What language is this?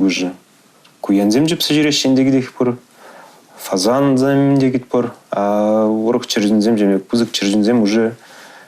Chuvash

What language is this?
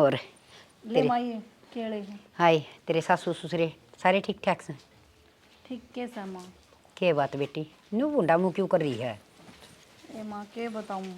Haryanvi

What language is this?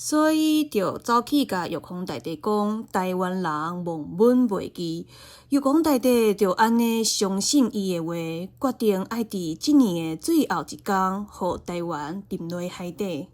Min Nan Chinese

